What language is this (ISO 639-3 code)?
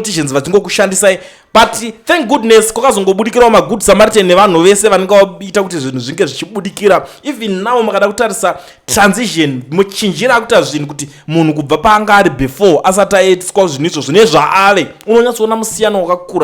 sna